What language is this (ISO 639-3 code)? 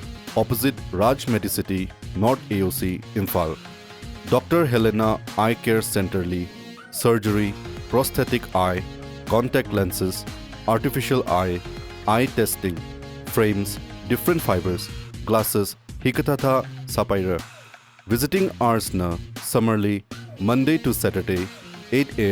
nmf